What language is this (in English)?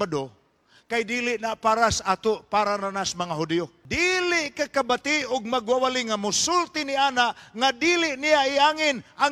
Cebuano